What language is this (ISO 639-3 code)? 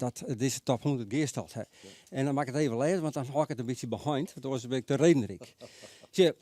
fry